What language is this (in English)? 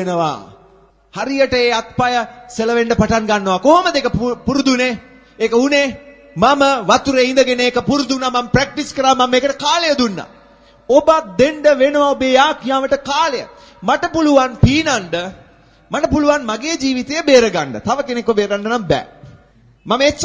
Sinhala